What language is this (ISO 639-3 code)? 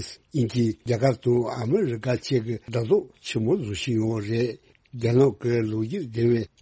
bod